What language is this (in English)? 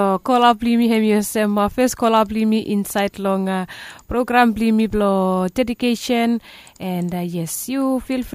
Bislama